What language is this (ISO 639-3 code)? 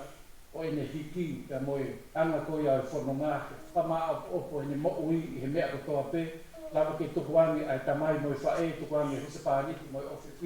ton